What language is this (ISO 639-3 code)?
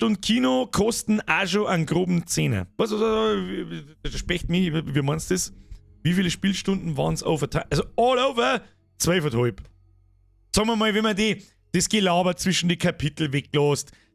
bar